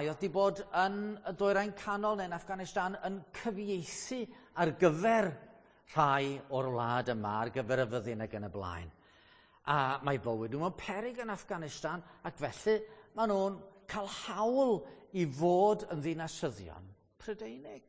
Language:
Welsh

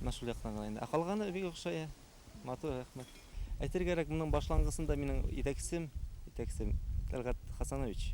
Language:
Bashkir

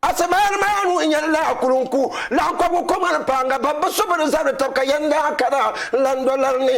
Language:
Dagbani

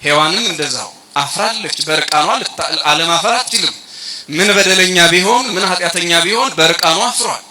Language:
Amharic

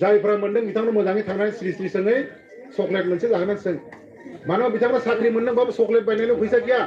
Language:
Bodo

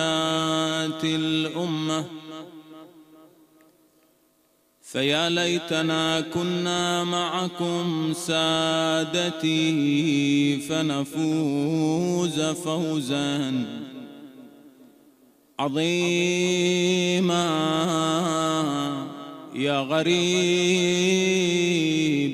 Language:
Arabic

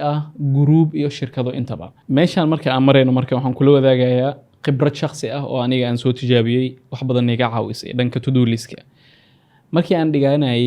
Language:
Somali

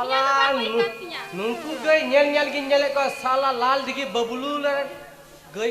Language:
Santali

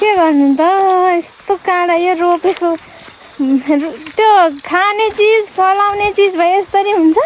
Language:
Nepali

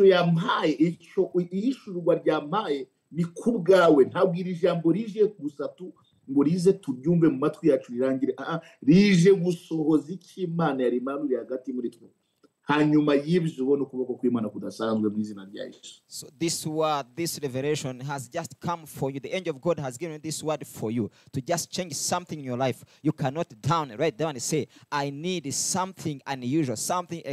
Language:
Kinyarwanda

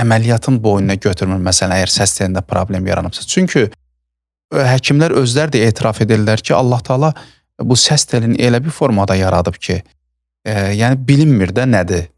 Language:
Azerbaijani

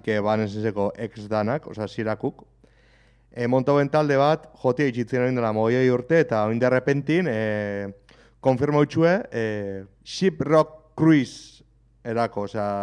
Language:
Basque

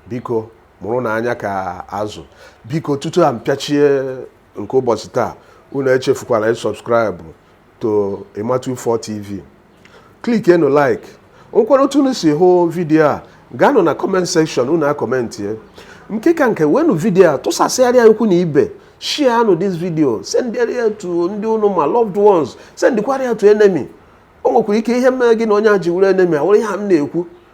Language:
Igbo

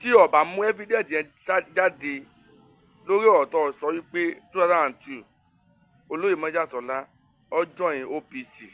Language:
Yoruba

